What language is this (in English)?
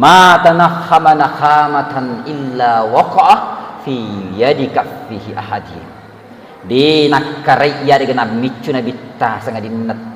Buginese